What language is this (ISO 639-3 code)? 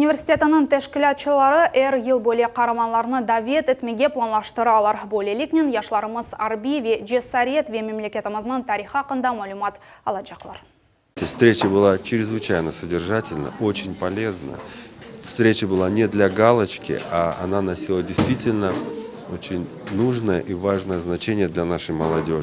crh